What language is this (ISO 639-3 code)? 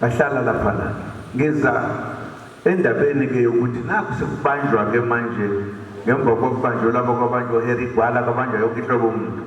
zul